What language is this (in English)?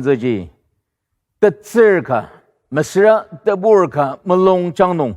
Ao Naga